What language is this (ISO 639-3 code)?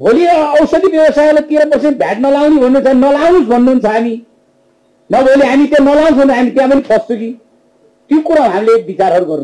nep